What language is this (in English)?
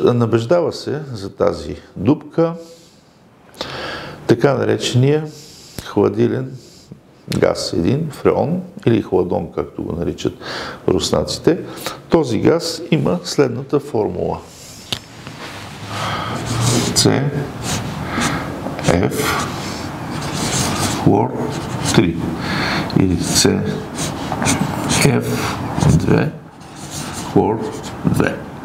Bulgarian